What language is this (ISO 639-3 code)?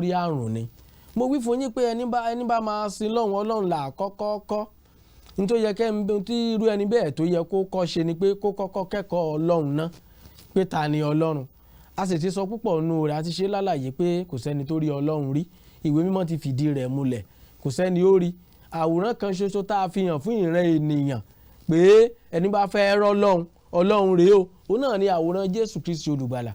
yor